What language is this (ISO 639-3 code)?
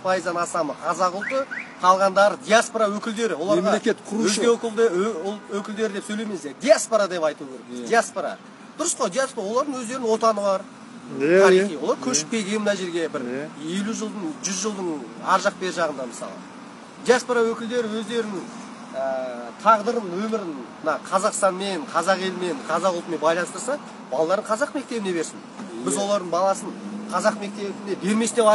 kaz